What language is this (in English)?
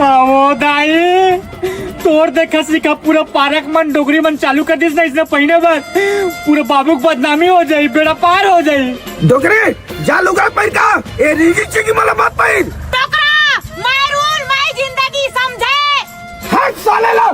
Chhattisgarhi